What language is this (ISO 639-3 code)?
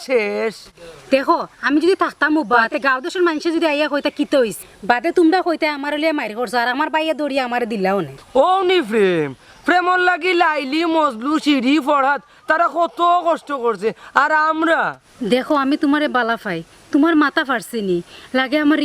syl